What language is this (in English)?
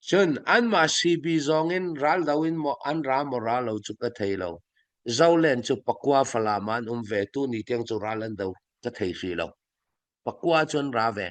Falam Chin